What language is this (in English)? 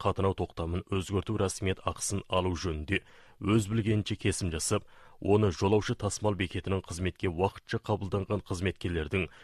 Kazakh